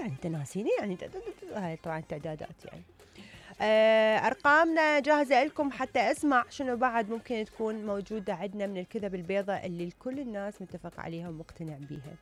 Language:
Mesopotamian Arabic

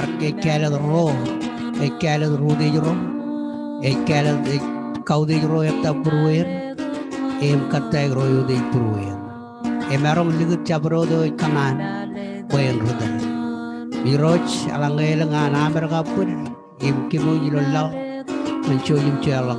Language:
Marshallese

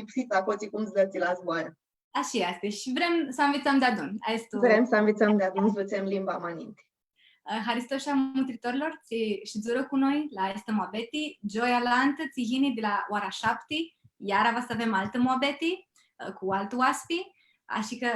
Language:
Aromanian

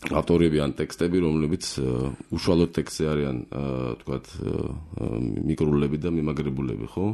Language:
Georgian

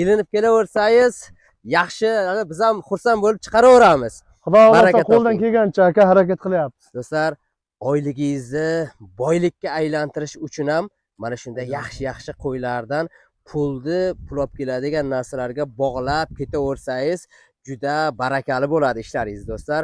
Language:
Uzbek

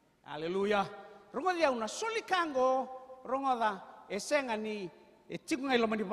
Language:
Fijian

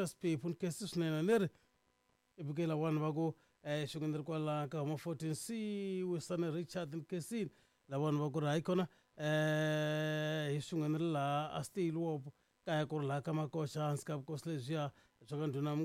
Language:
Tsonga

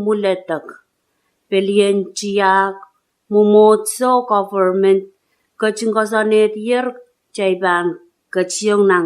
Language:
Pohnpeian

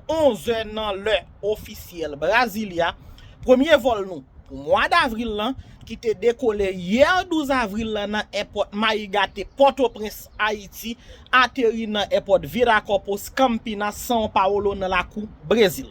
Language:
Haitian Creole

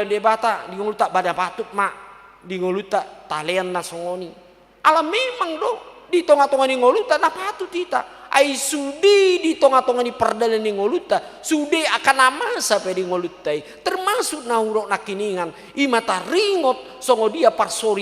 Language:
Batak Toba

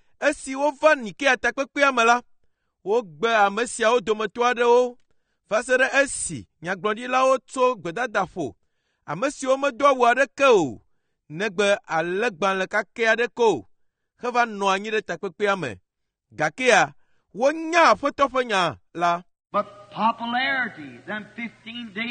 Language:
Ewe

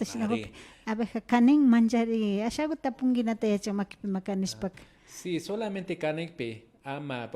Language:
Imbabura Highland Quichua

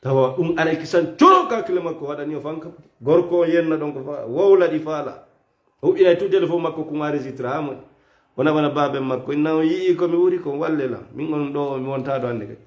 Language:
Fula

